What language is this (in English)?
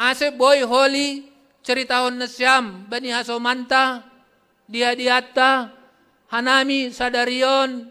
Batak Simalungun